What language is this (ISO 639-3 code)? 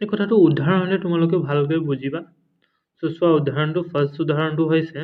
asm